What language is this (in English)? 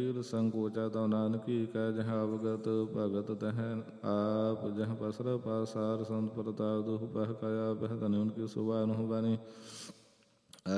Punjabi